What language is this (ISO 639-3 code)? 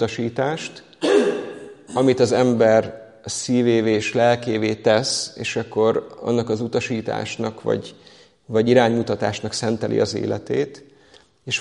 hun